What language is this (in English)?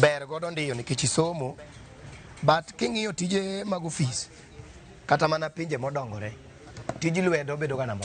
Luo (Kenya and Tanzania)